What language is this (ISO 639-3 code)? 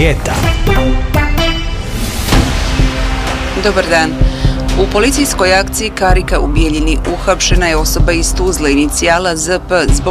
bos